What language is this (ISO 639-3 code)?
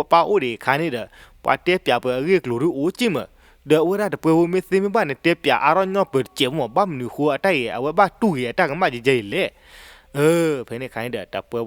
ksw